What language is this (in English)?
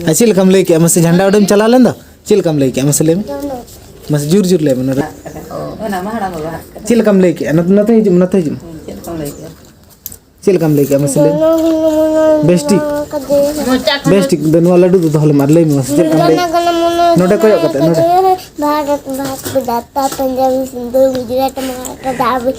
Santali